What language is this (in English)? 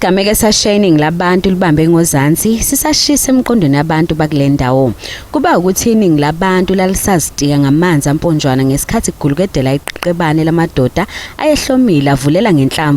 Zulu